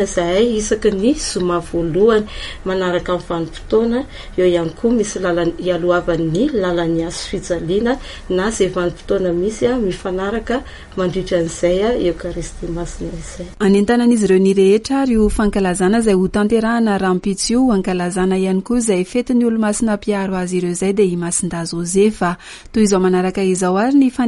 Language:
Malagasy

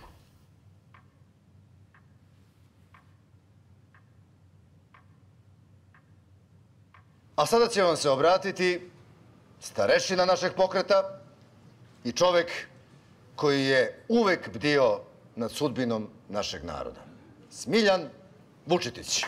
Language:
Serbian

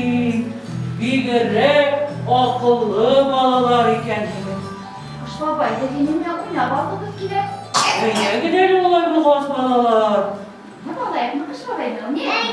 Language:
Bashkir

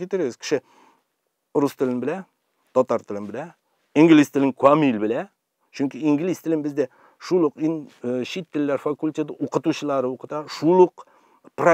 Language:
Tatar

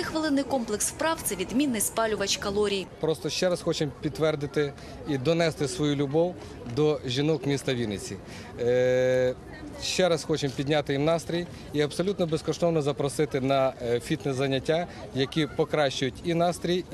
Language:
Ukrainian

